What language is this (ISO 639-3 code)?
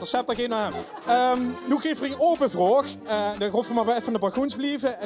lim